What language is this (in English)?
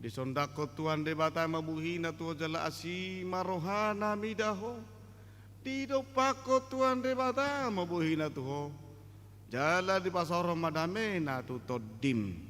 Batak Toba